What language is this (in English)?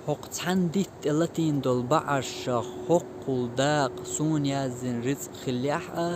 Chechen